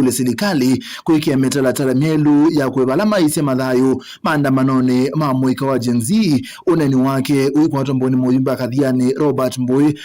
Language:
Kamba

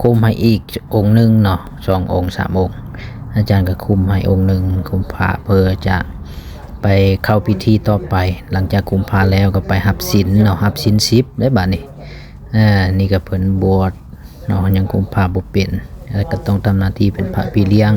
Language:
Lao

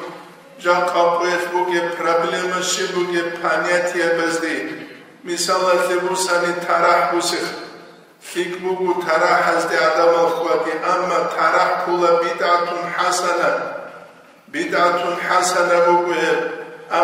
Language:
Avaric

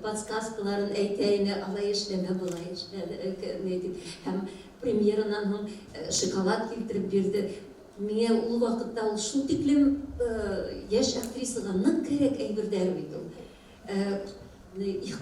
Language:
Bashkir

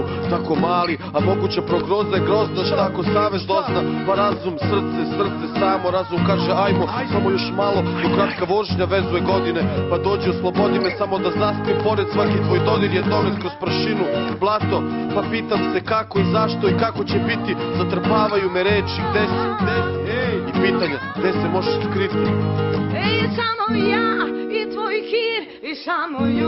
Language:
Serbian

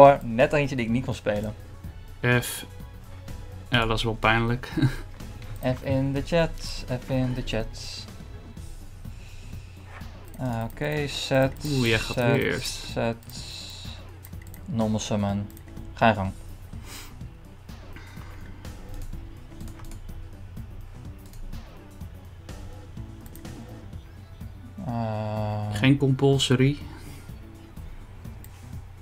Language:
Dutch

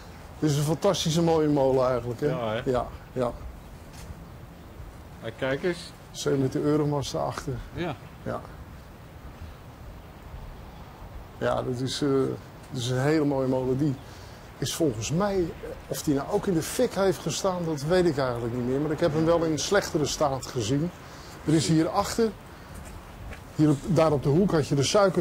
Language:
Dutch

